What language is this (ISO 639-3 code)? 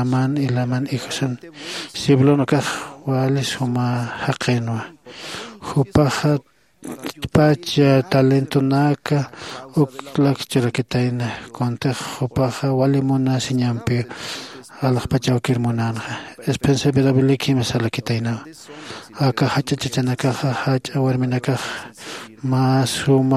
aym